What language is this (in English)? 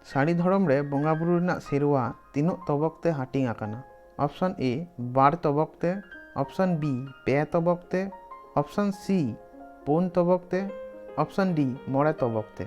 Santali